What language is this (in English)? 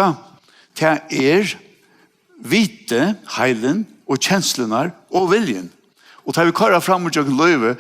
Faroese